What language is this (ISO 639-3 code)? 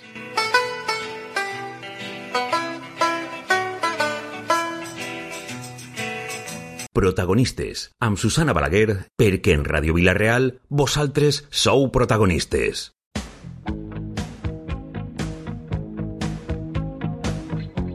cat